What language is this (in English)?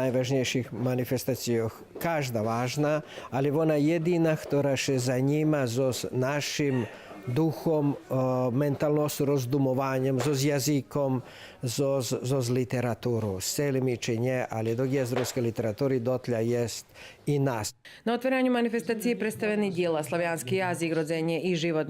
Rusyn